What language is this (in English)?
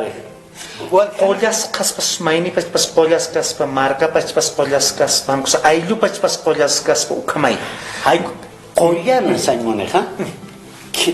Aymara